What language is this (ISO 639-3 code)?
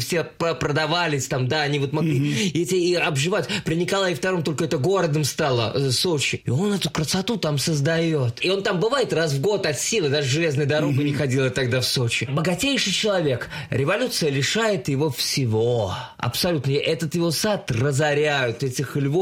rus